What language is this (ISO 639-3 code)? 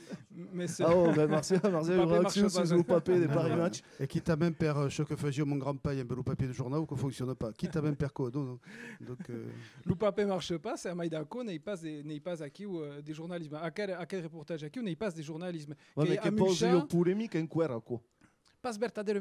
oci